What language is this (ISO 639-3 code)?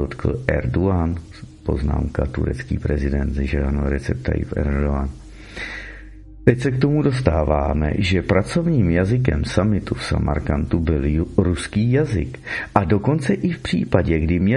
ces